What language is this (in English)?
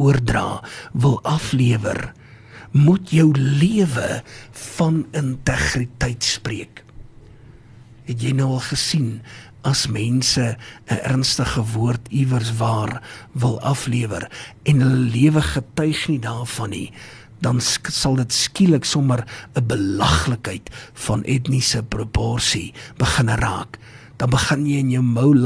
Afrikaans